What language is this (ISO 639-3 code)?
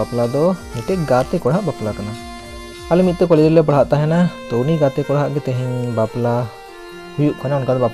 sat